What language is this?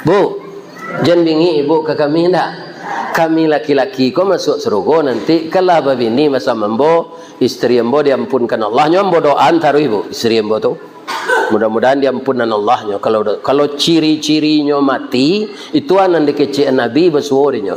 Minangkabau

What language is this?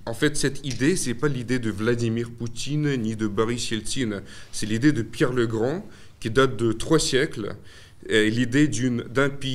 French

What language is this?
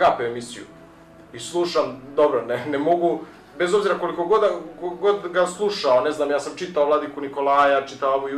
Serbian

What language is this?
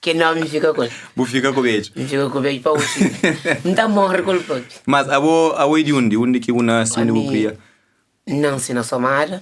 Kabuverdianu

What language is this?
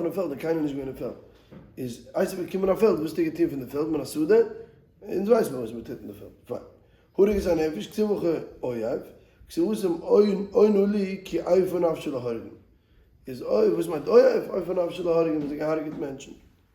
Yiddish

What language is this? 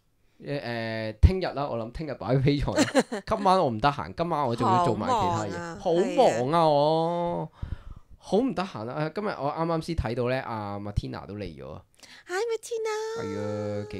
Cantonese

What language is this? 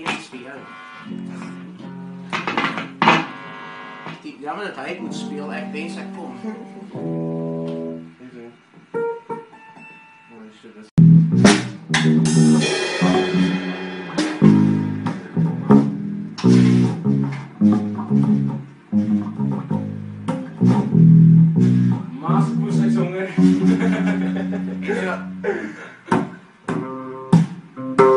Afrikaans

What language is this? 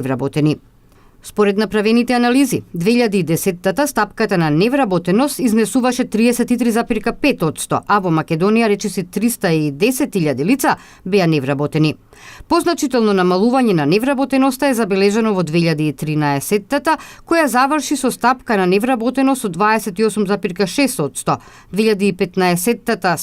Macedonian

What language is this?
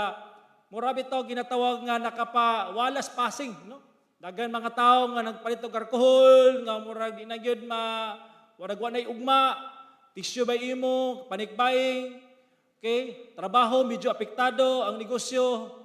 Cebuano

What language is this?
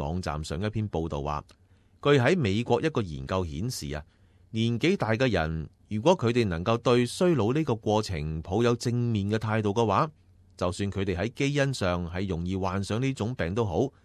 Cantonese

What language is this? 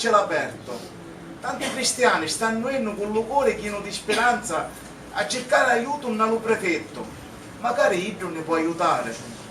Sicilian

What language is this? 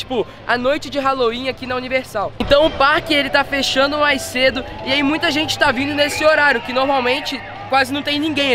Portuguese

